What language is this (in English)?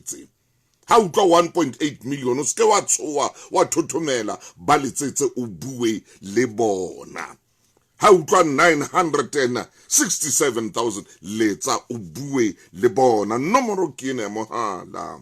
Southern Sotho